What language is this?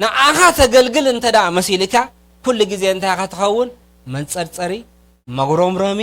Tigrinya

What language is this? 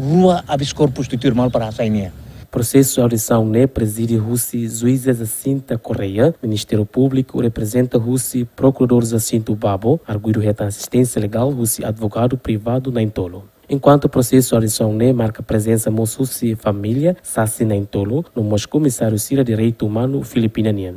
Tetum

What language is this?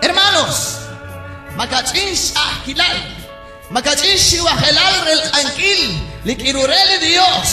Kekchí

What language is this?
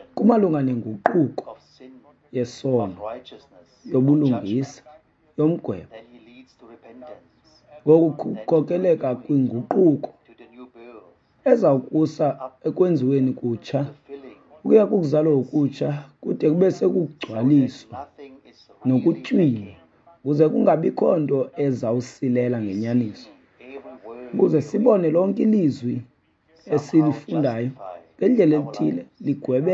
Xhosa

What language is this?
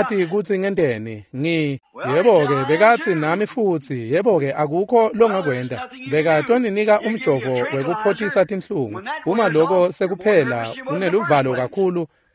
Swati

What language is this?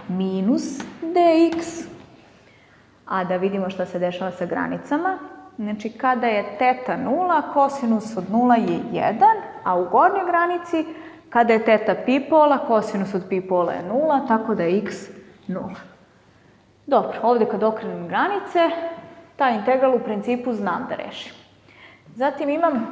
Serbian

